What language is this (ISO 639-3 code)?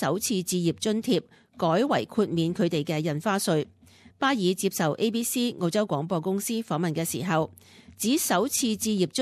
yue